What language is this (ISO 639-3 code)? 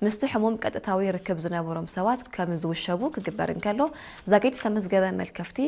tir